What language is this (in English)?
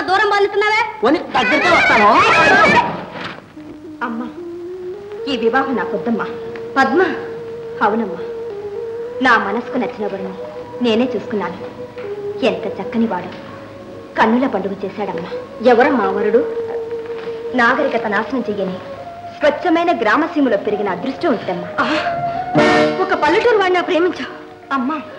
Telugu